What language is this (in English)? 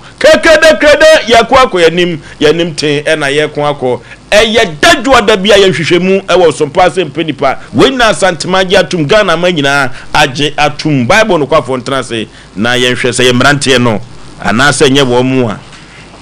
Akan